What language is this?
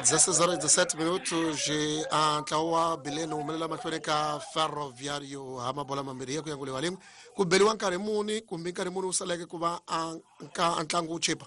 Tsonga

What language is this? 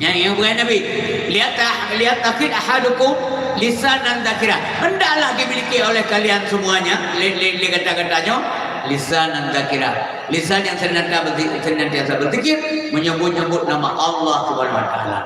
Achinese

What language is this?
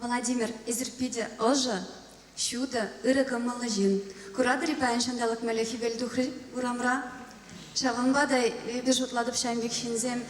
Chuvash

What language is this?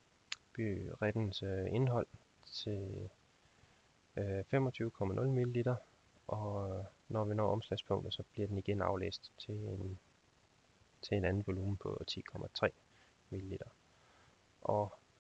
Danish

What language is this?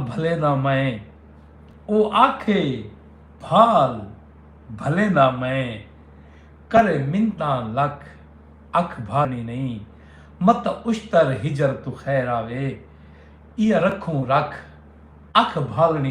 Saraiki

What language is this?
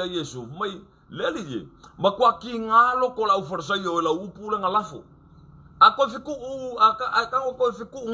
Samoan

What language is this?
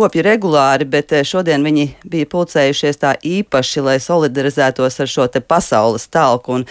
Latvian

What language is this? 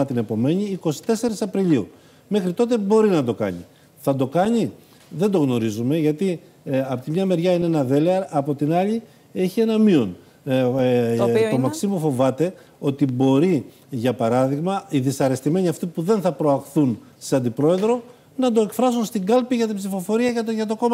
Greek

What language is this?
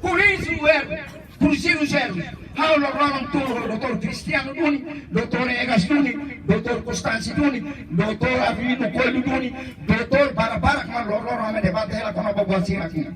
Tetum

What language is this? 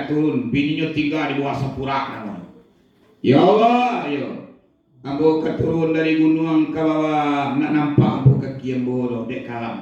Minangkabau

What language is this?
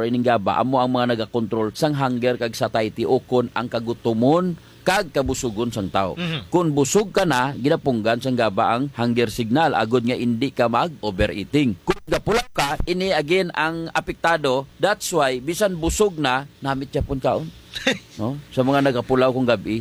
Hiligaynon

